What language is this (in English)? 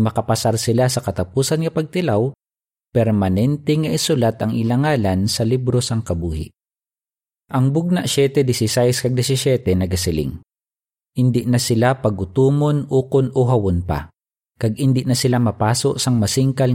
Hiligaynon